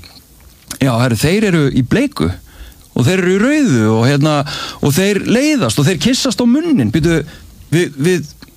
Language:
Icelandic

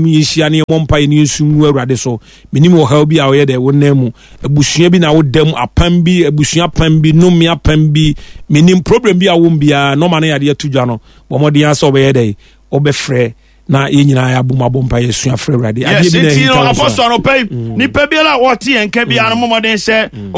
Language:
Akan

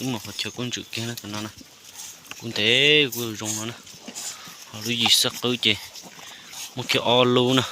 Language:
Hmong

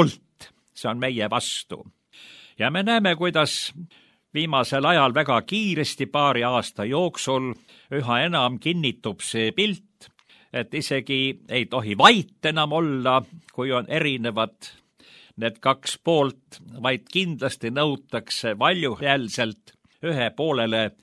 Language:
Estonian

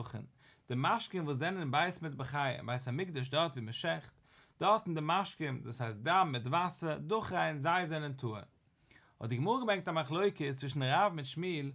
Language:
Yiddish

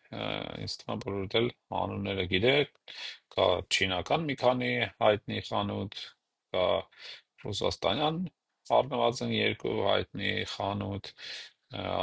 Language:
Armenian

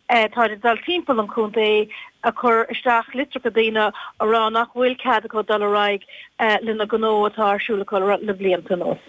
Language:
Irish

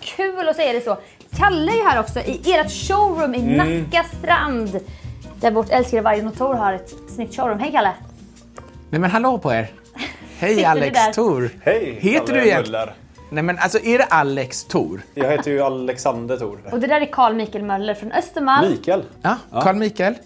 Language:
Swedish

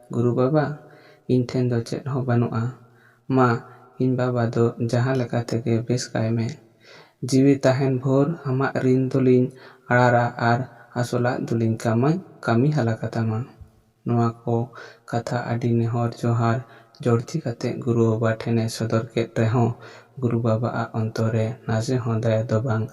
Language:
Santali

